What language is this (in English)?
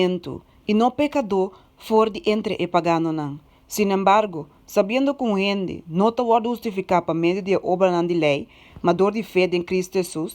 Papiamento